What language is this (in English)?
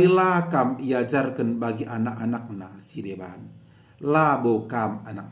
Batak Karo